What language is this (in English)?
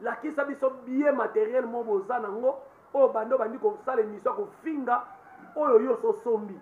Lingala